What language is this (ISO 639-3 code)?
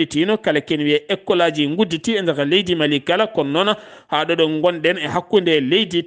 ful